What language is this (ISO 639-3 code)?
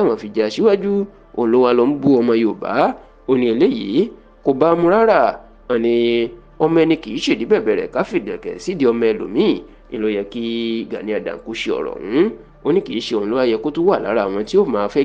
yor